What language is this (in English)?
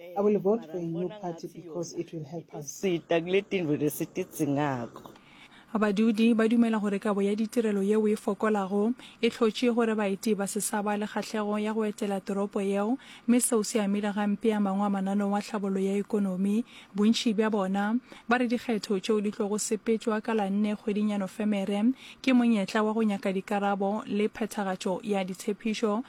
Northern Sotho